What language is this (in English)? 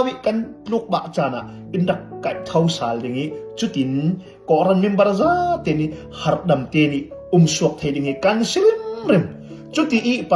Falam Chin